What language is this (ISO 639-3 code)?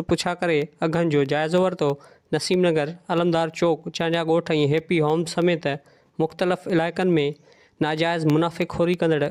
snd